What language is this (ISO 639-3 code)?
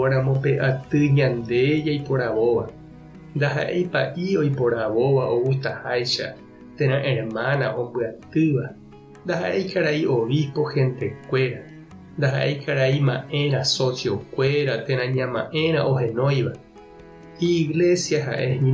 grn